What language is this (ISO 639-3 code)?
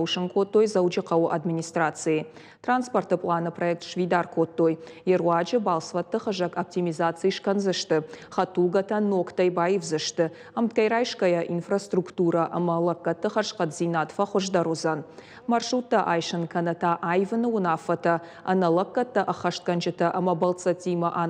oss